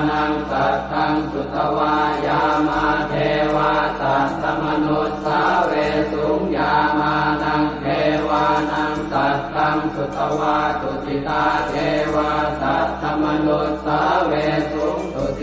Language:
Pali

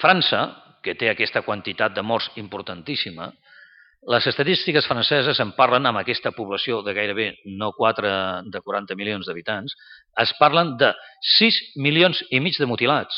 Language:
Catalan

